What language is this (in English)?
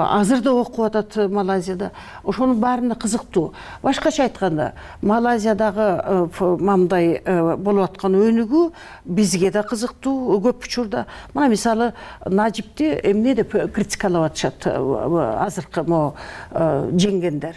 Kyrgyz